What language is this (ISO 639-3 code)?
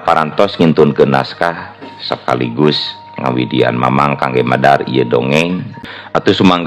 sun